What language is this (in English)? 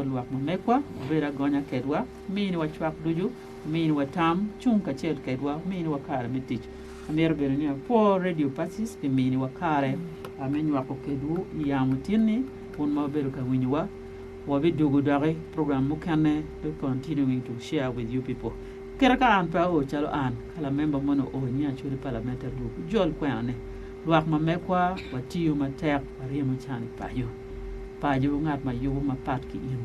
Acoli